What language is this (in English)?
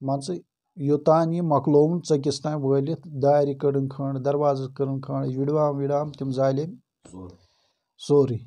Kashmiri